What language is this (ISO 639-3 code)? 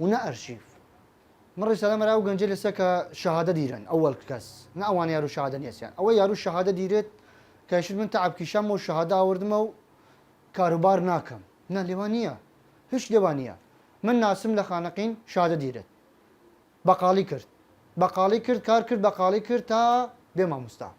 sdh